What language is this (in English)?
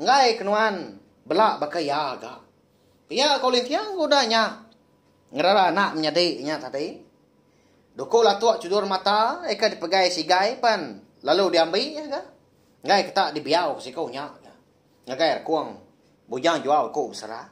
Iban